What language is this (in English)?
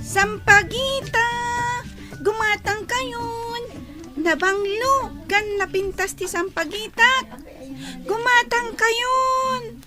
Iloko